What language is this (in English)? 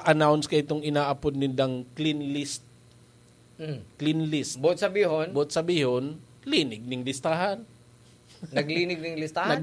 Bikol